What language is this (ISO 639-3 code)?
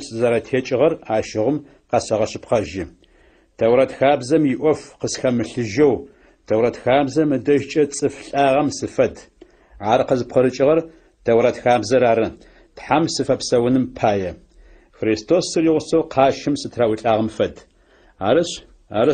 ady